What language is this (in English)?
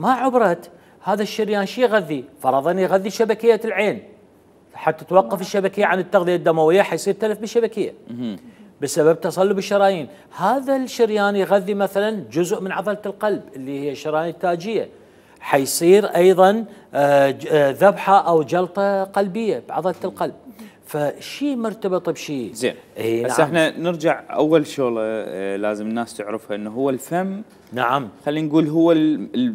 Mesopotamian Arabic